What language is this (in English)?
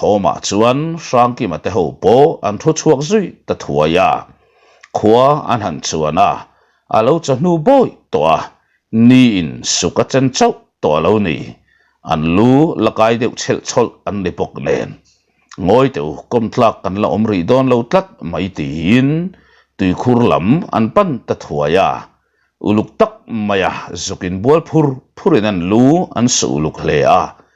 Mizo